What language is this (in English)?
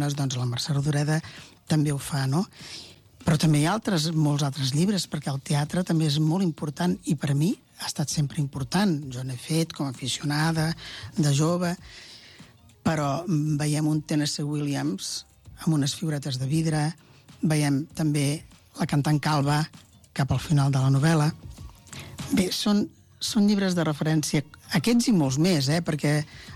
Catalan